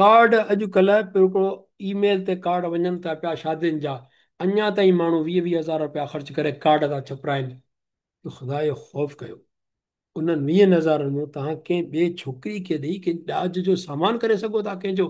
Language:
Sindhi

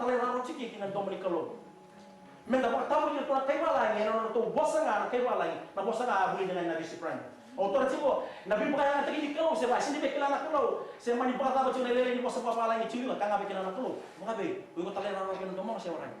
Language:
Fijian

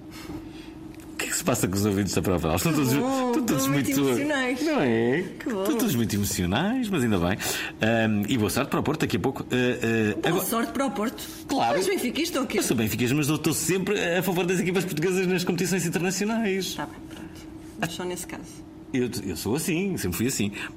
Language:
Portuguese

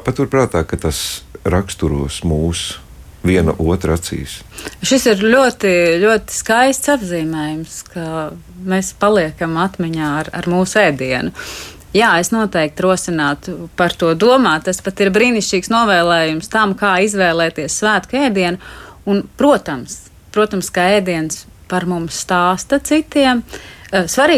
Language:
Latvian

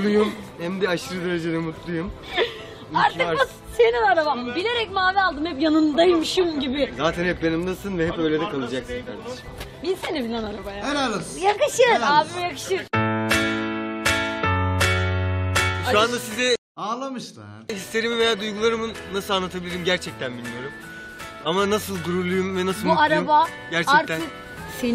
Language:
Turkish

